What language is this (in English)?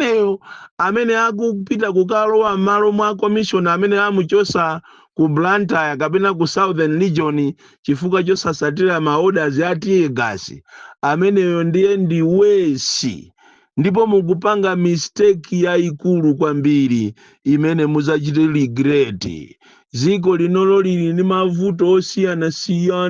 Nyanja